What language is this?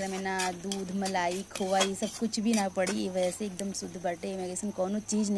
Bhojpuri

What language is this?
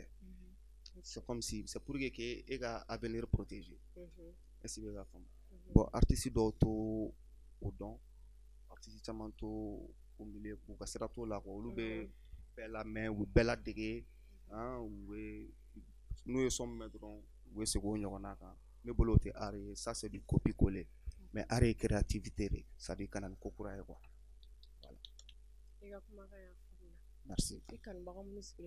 Bambara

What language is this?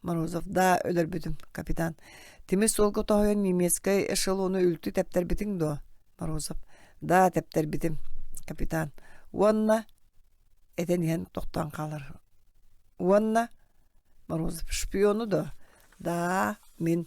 Yakut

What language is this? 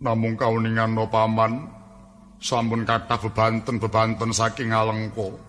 Javanese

